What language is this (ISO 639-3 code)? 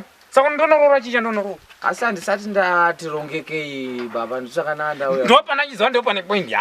sna